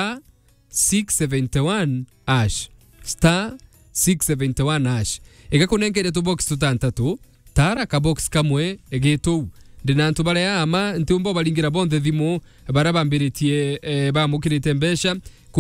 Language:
Meru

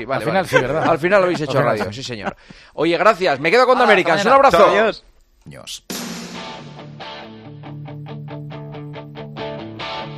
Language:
Spanish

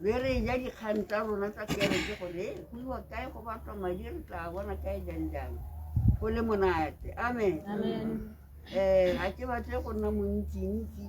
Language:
Tswana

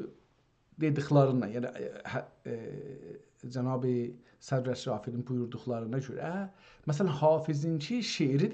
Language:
South Azerbaijani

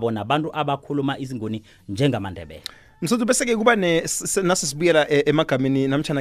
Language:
South Ndebele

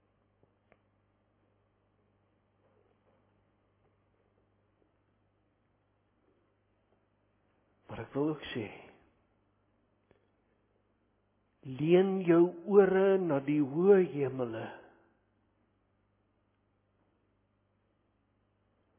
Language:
Afrikaans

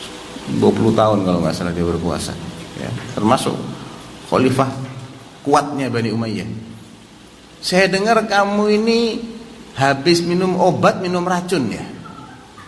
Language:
Indonesian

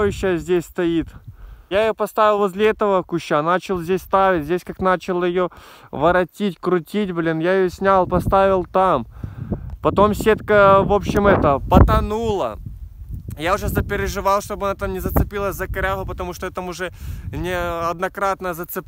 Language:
Russian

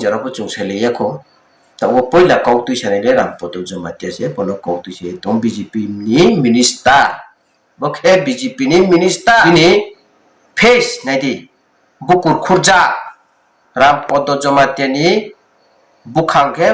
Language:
Riang (India)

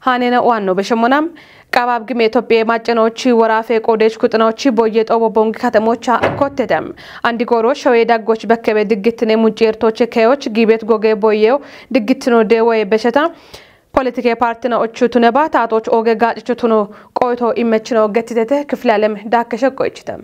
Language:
Kafa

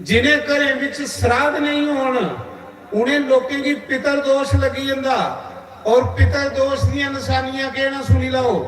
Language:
Dogri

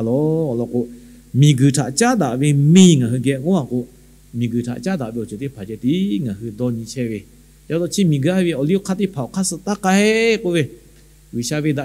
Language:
Lahu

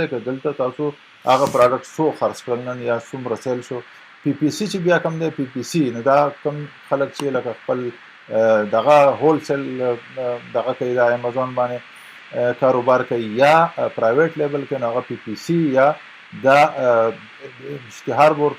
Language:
Pashto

